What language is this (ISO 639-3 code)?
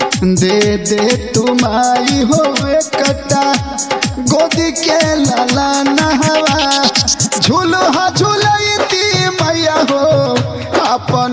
bho